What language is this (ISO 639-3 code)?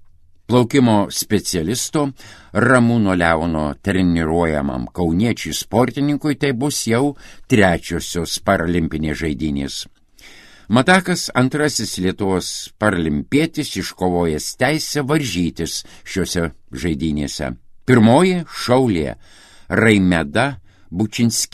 lit